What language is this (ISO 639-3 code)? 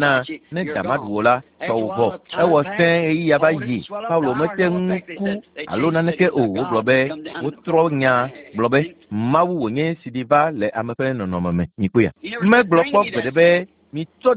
ewe